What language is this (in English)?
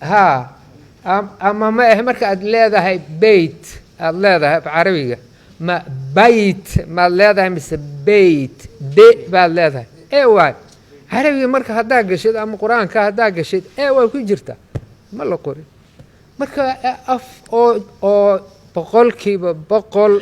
Somali